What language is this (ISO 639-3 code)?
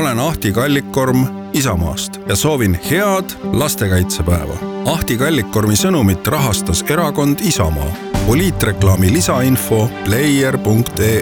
est